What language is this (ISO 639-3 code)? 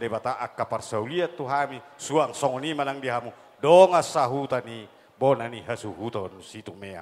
bbc